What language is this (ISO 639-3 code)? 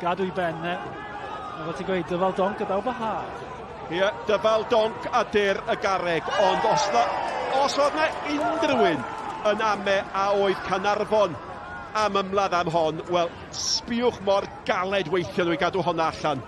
cym